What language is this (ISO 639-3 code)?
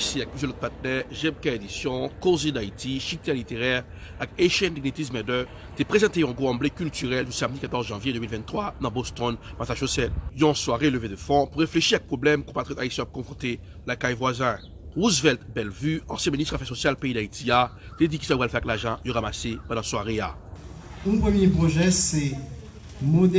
hat